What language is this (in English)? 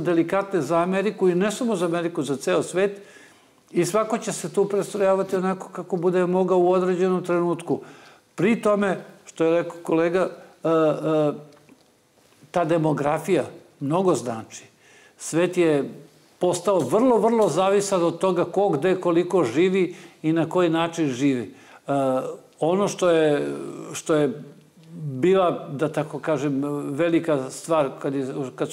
Serbian